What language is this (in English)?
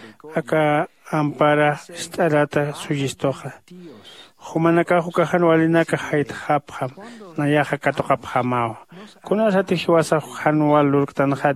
Aymara